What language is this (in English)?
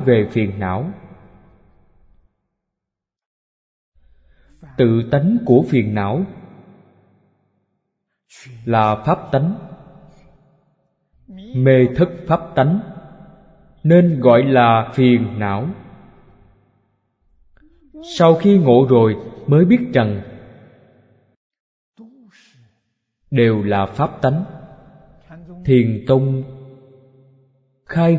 Vietnamese